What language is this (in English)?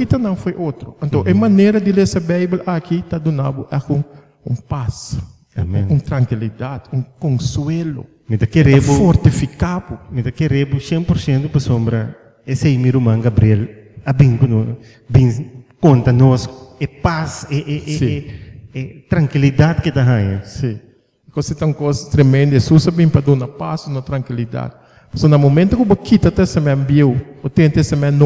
Papiamento